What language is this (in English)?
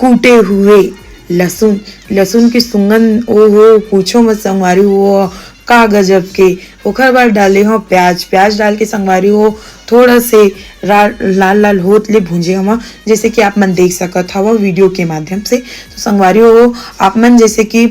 Chhattisgarhi